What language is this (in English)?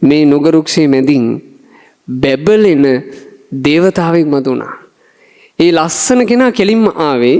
Sinhala